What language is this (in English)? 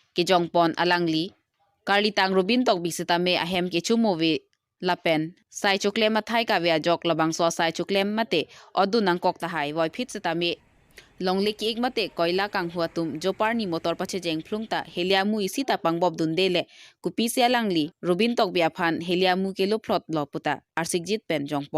Karbi